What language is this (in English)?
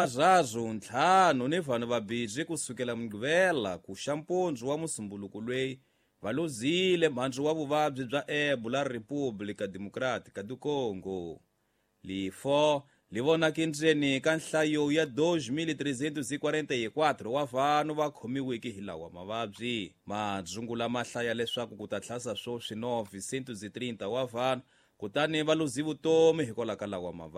Tsonga